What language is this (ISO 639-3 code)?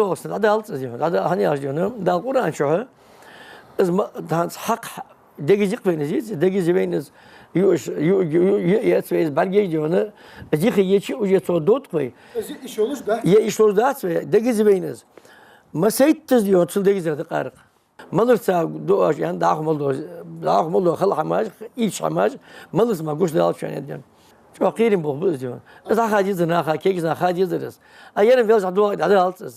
inh